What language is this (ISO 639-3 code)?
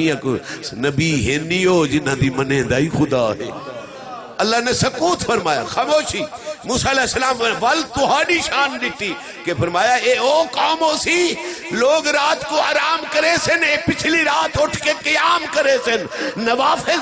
skr